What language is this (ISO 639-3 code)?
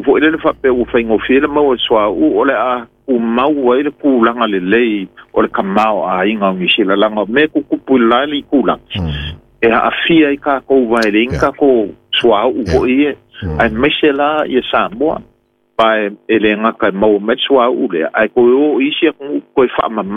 smo